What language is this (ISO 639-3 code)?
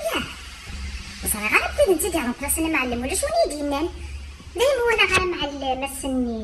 kab